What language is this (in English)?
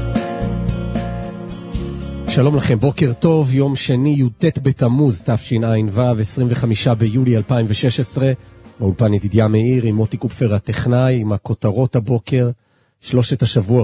Hebrew